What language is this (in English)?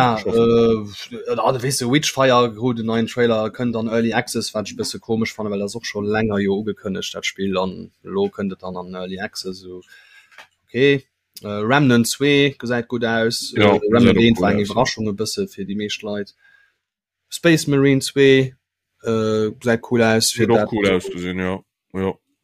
Luxembourgish